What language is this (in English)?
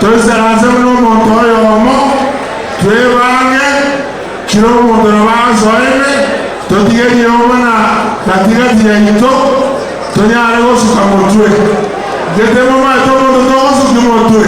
Gusii